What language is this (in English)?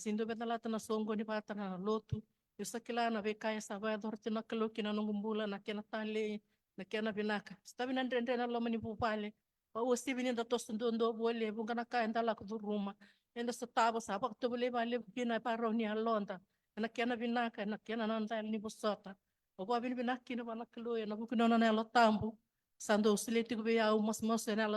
Fijian